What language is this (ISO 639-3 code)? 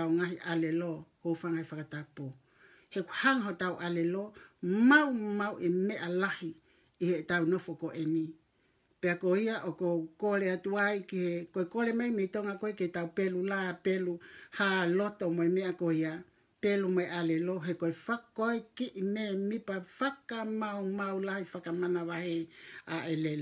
ton